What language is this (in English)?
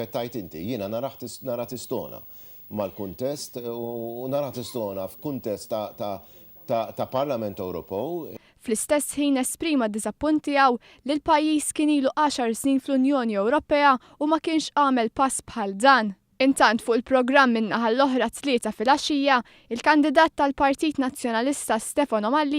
Maltese